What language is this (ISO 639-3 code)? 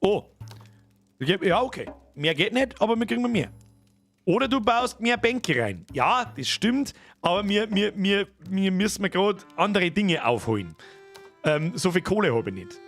bar